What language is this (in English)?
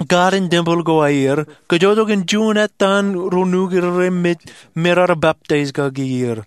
Marshallese